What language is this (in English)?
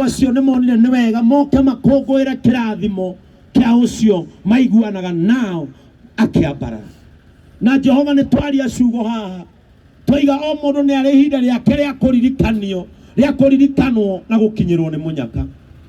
Kikuyu